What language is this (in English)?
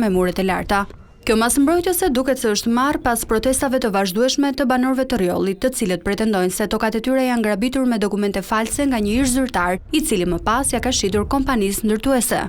Albanian